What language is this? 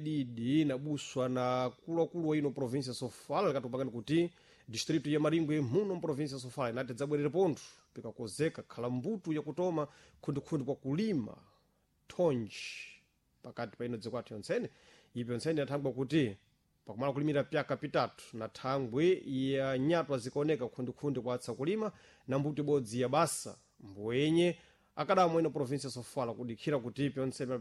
Sena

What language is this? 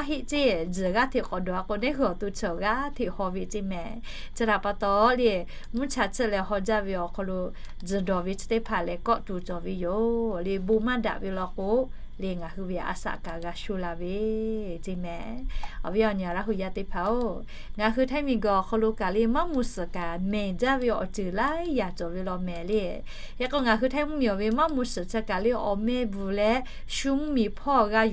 Lahu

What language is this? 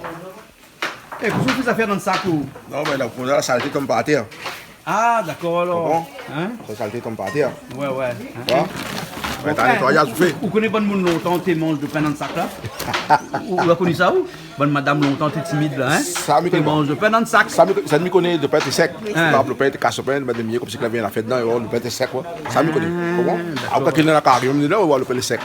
Réunion Creole French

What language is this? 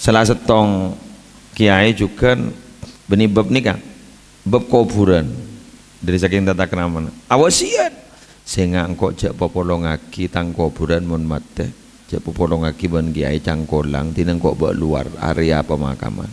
Madurese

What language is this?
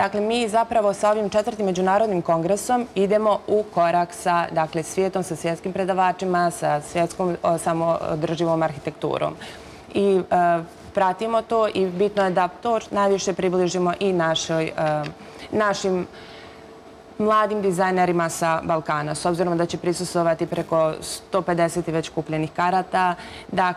Serbian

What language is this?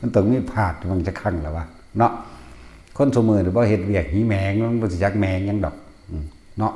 Northeastern Thai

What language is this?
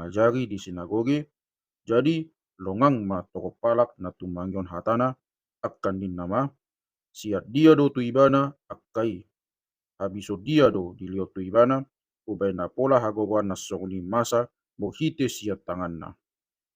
Batak Toba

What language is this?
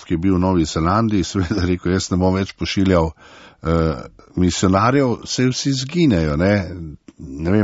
Slovenian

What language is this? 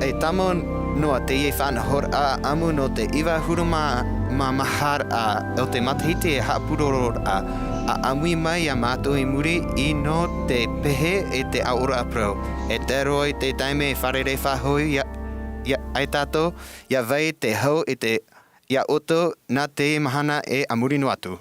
Tahitian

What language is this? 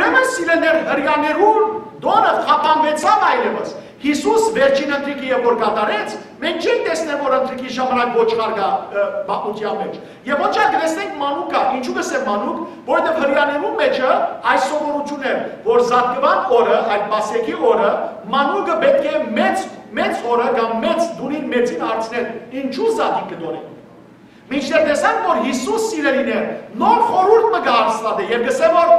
Western Armenian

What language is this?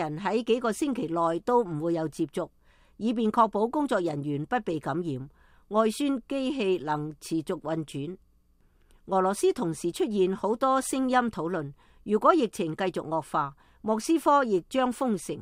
Cantonese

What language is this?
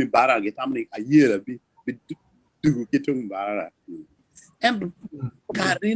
Acoli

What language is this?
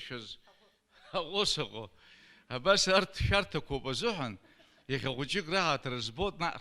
Abkhazian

